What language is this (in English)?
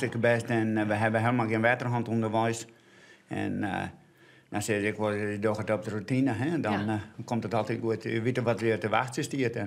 Western Frisian